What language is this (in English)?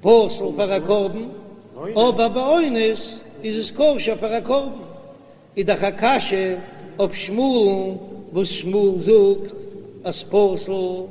Yiddish